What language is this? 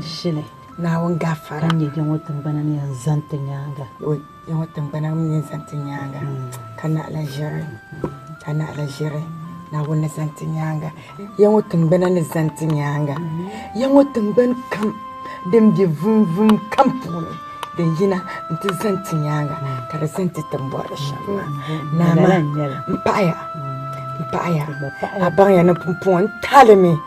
Dagbani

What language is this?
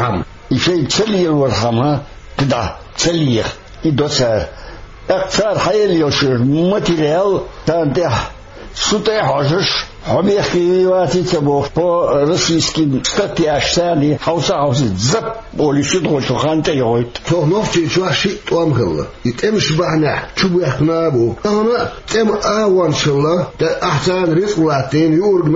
Chechen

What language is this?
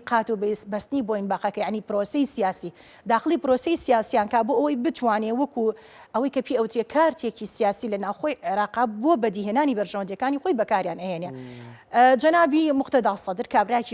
Central Kurdish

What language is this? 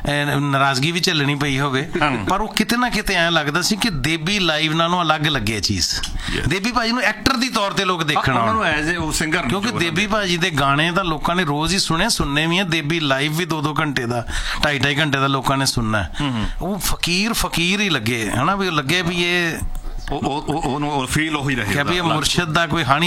Punjabi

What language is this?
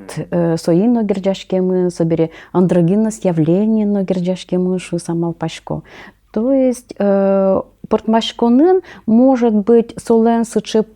Udmurt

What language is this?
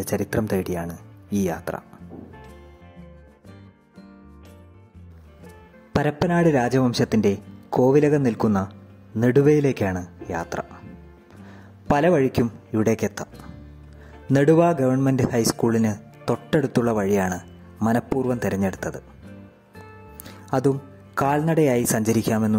Malayalam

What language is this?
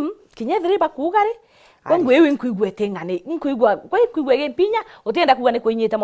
Meru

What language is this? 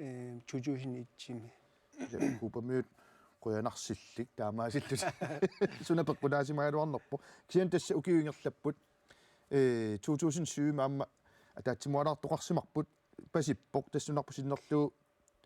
Kalaallisut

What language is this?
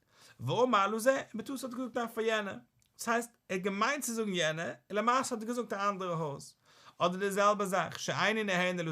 Yiddish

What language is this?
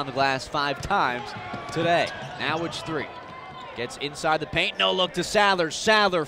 English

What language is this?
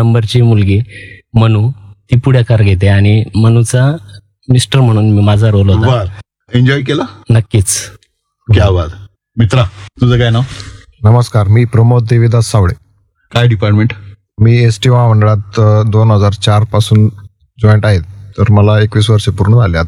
Marathi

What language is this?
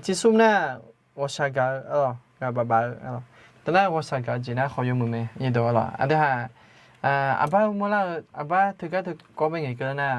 Akha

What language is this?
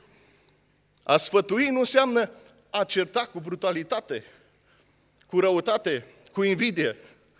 Romanian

